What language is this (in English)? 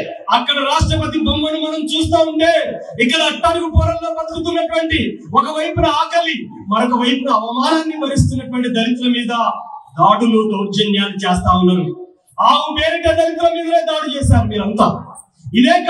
Telugu